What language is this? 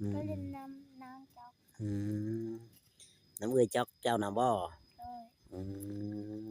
Northeastern Thai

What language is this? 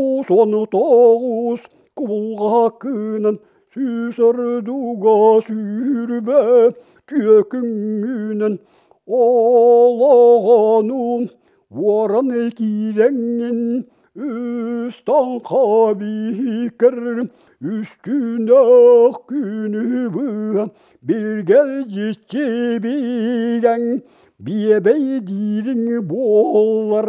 Yakut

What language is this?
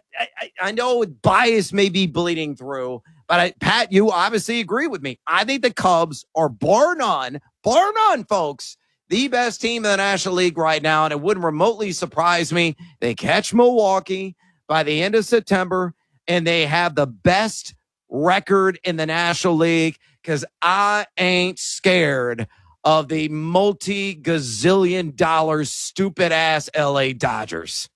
English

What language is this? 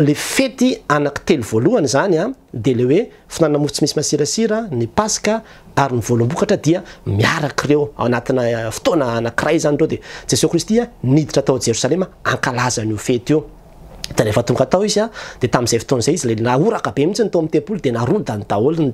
Malagasy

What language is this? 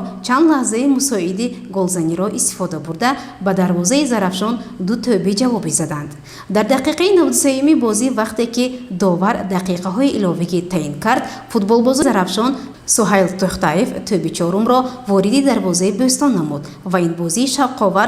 Tajik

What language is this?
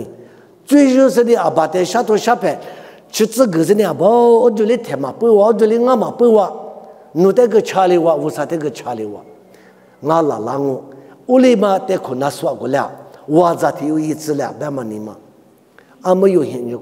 Lisu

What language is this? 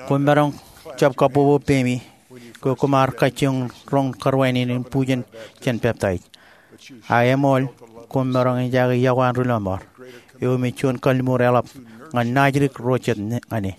Marshallese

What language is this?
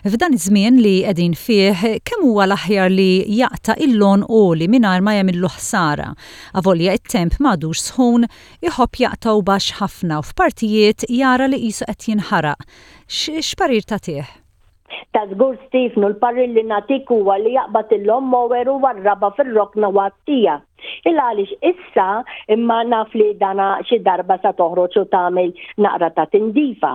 Maltese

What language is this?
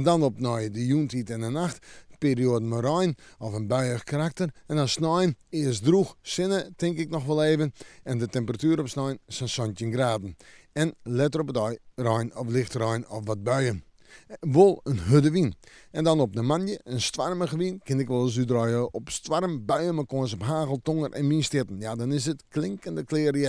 Western Frisian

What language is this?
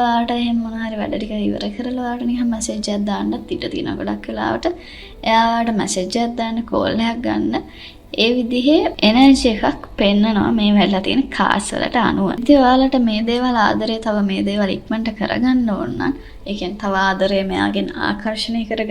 Sinhala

